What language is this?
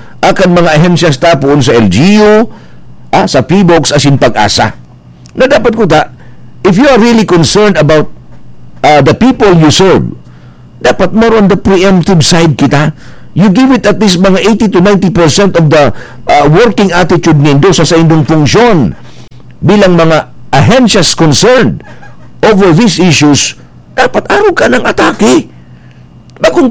Bikol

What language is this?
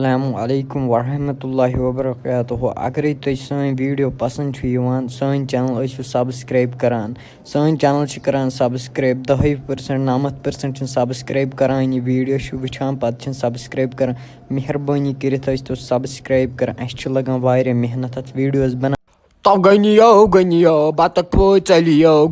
Kashmiri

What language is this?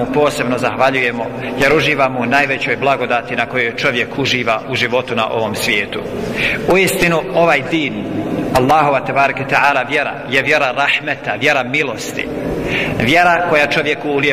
Bosnian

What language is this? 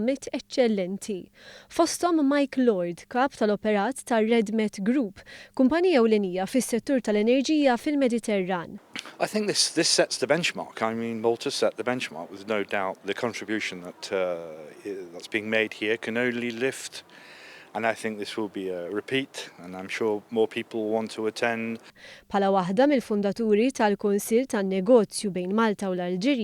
Maltese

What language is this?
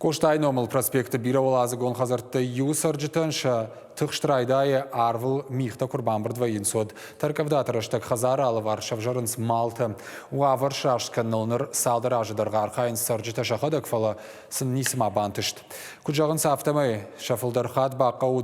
Ossetic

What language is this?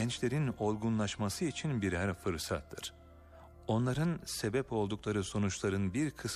Turkish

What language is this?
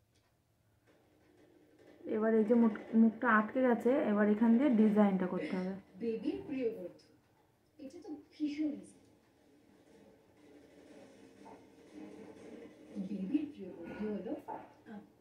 Bangla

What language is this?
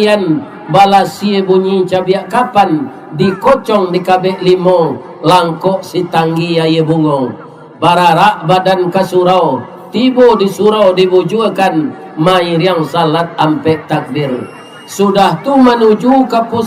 Minangkabau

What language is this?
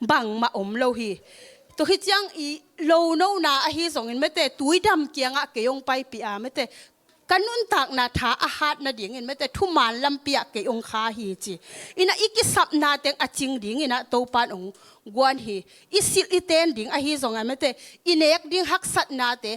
Tedim Chin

